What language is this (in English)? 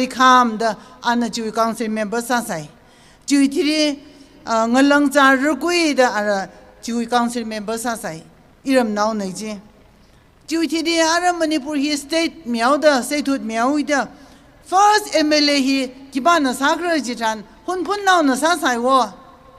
Tangkhul Naga (India)